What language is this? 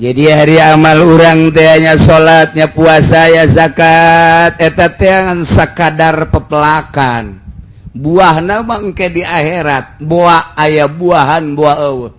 Sundanese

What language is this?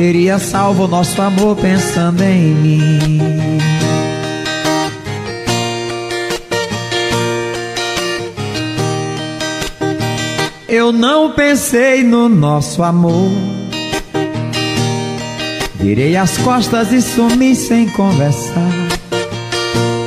Portuguese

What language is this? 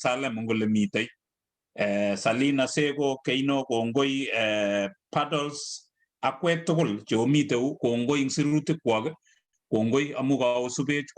Kalenjin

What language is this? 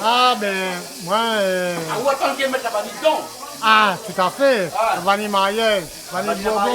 Réunion Creole French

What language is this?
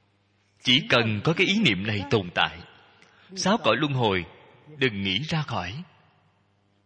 Vietnamese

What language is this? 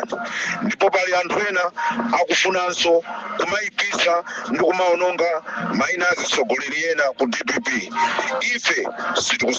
Nyanja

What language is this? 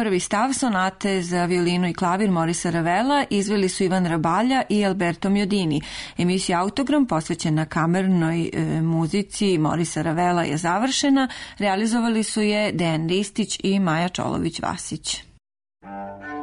Serbian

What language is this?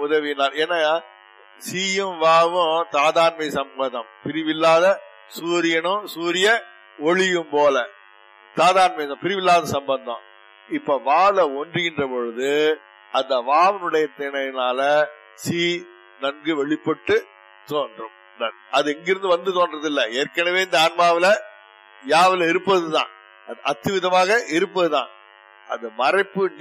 Tamil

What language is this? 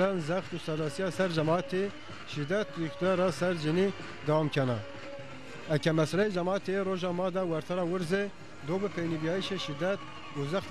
Zaza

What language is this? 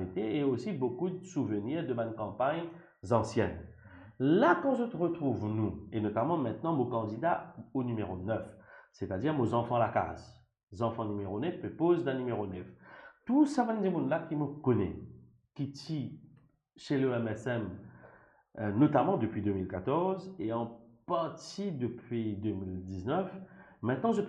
Morisyen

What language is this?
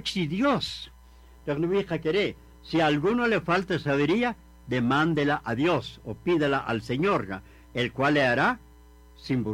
Kaqchikel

